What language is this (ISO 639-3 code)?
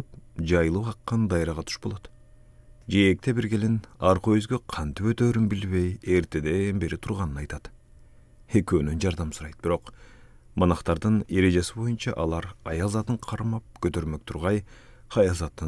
kir